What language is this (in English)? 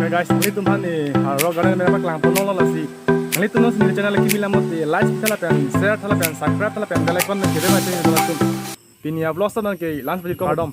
Karbi